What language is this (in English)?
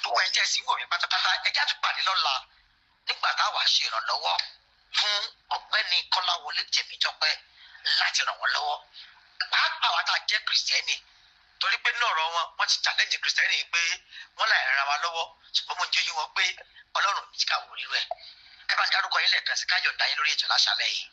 Yoruba